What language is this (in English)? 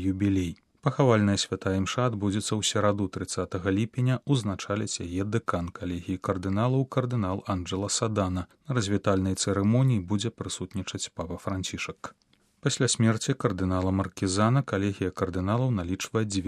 Belarusian